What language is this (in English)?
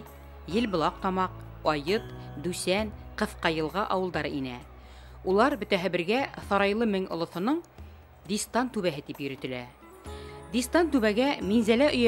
Bashkir